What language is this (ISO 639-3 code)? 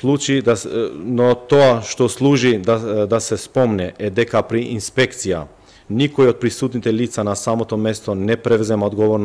mkd